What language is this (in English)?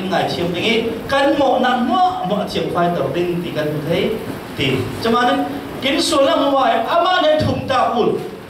Falam Chin